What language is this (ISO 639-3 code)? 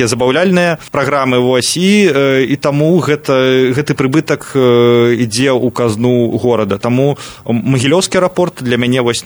bel